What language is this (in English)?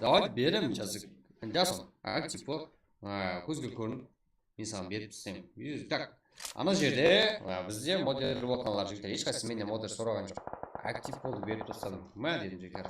Kara-Kalpak